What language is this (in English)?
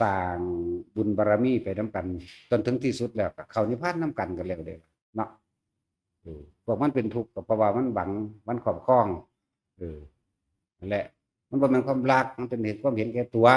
Northeastern Thai